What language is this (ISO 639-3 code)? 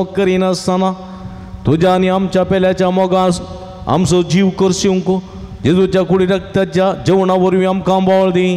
kok